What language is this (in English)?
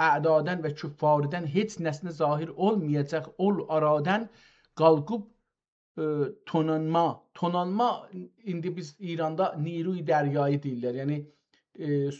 South Azerbaijani